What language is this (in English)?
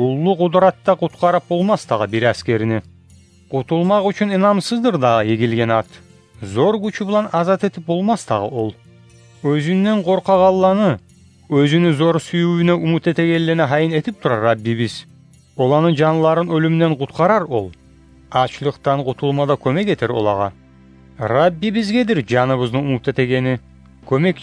Kumyk